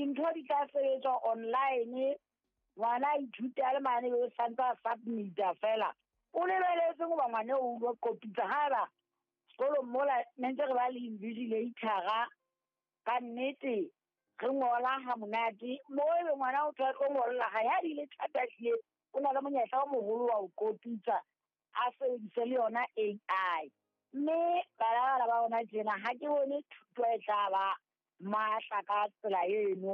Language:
Southern Sotho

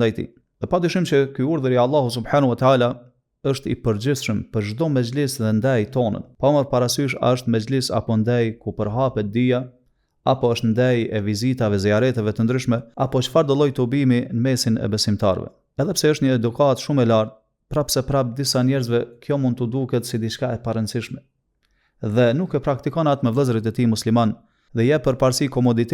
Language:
Albanian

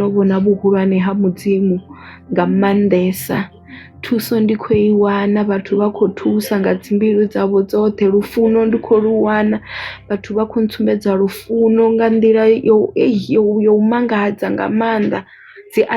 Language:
Venda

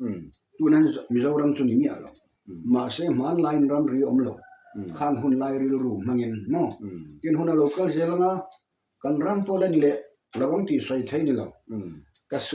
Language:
Mizo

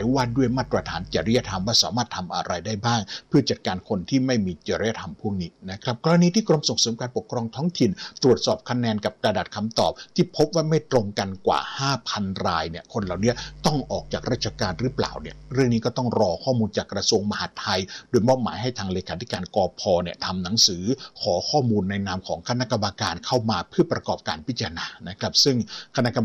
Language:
Thai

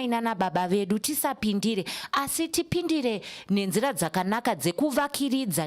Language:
Shona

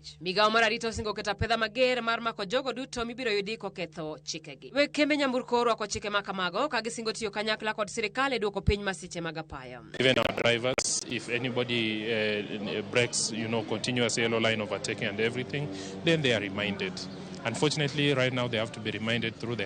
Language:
Luo (Kenya and Tanzania)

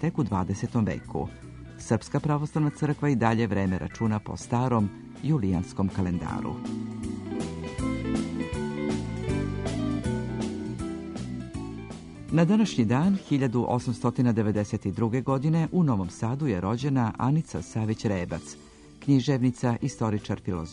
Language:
Serbian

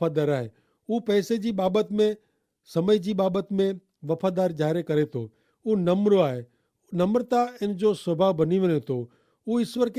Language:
Kachhi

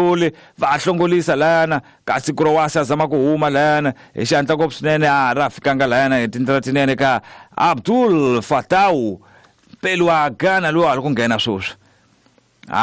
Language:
Tsonga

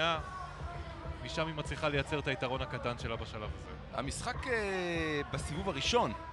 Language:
Hebrew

